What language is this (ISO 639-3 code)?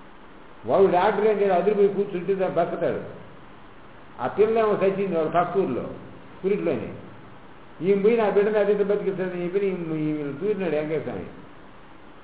tel